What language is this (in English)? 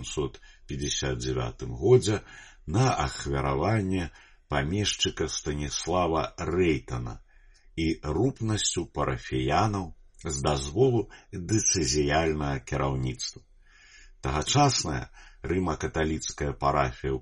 Belarusian